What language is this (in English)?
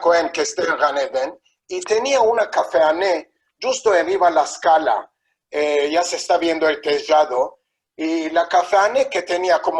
Ladino